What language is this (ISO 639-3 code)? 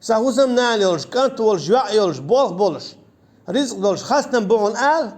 che